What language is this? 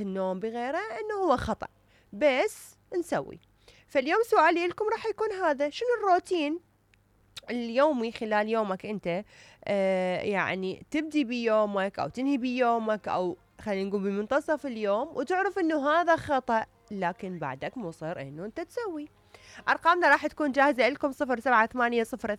Mesopotamian Arabic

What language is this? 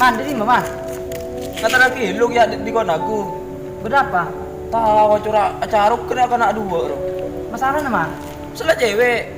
Madurese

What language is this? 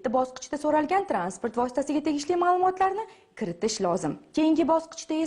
Uzbek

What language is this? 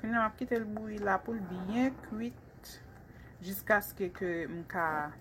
Haitian Creole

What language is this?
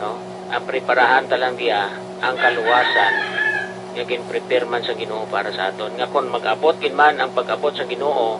Hiligaynon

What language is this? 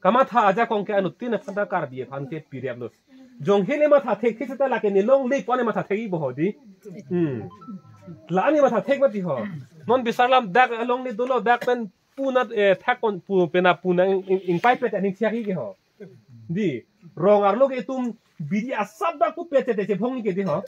Karbi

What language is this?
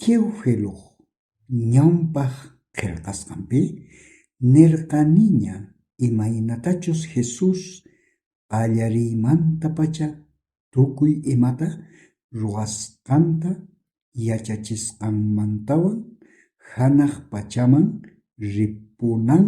South Bolivian Quechua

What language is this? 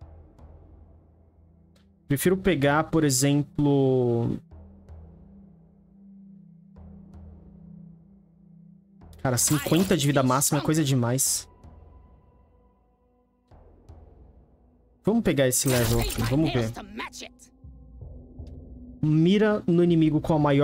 Portuguese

